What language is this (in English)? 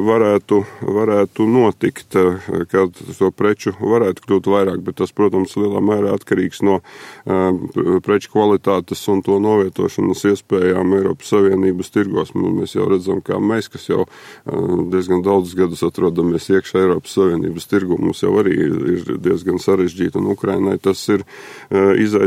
Latvian